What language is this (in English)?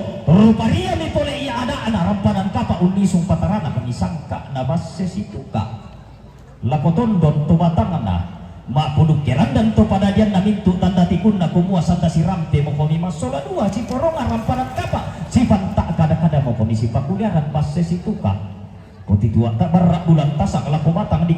Toraja-Sa'dan